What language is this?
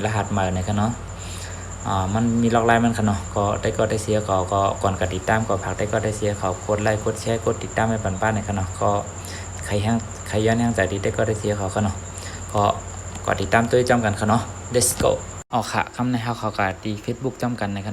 Shan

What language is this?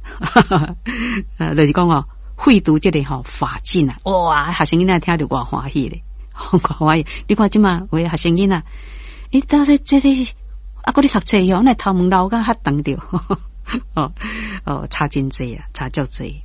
Min Nan Chinese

